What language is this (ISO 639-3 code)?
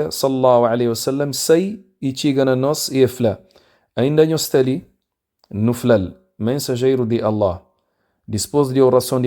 kea